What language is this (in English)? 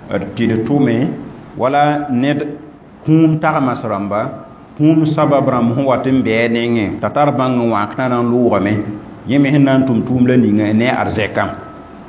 Mossi